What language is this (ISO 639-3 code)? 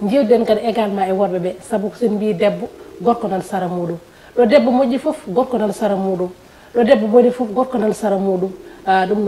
ful